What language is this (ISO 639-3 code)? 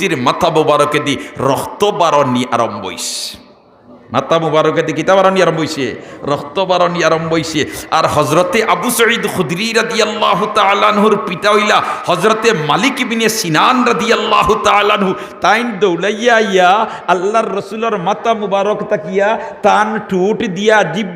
syl